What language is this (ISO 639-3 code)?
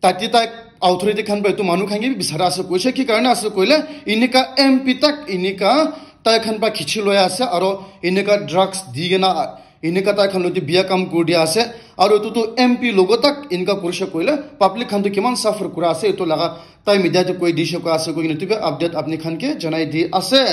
nag